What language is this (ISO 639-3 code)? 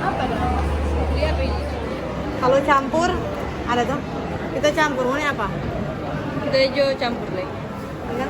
xmm